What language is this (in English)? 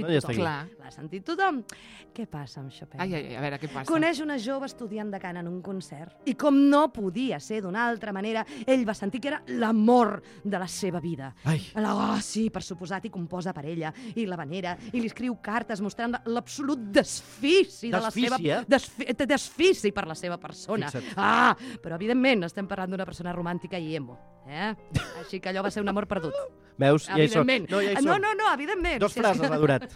Catalan